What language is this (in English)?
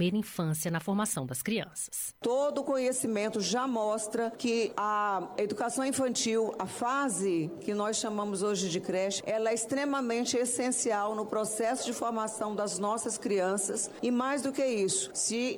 Portuguese